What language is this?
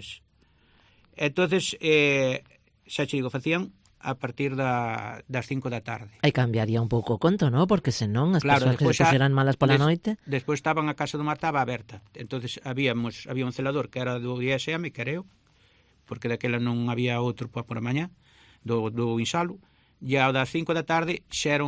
Galician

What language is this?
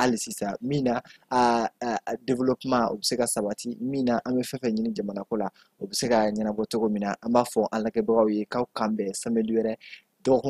Bambara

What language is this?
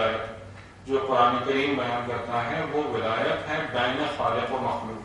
Urdu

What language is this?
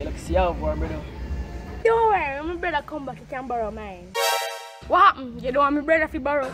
Jamaican Creole English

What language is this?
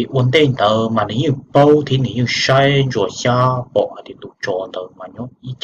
Hmong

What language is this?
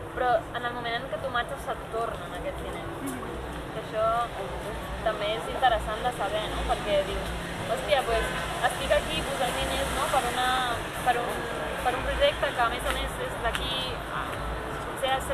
Catalan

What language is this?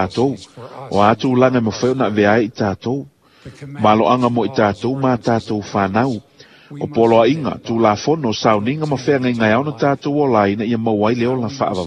Samoan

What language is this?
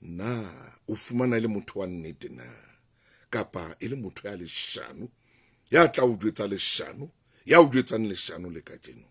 Southern Sotho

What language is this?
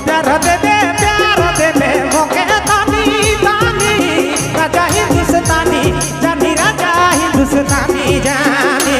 Sadri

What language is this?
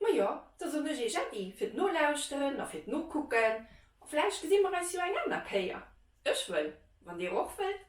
Luxembourgish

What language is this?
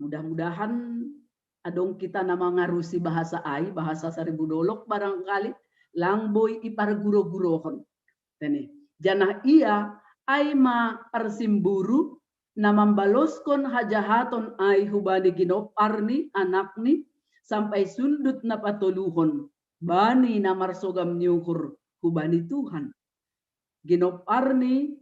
Batak Simalungun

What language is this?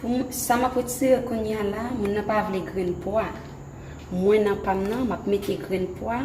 Haitian Creole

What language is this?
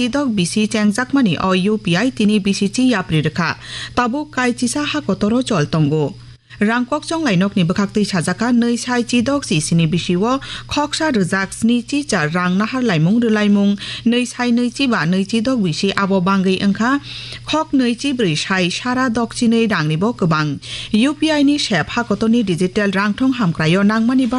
Kok Borok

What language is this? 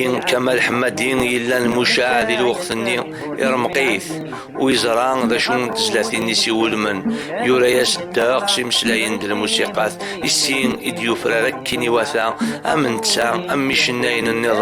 Kabyle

